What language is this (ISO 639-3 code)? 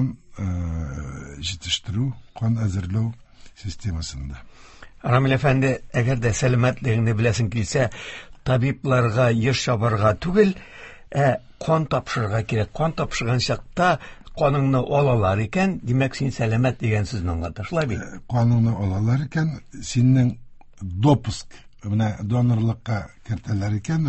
tat